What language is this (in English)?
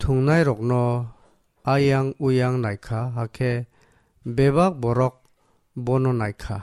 Kok Borok